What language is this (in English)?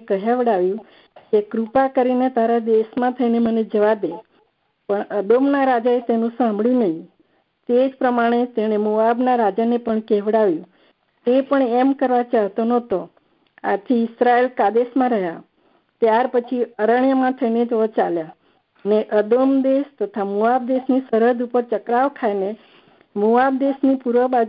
Gujarati